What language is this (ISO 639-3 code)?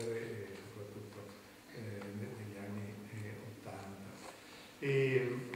ita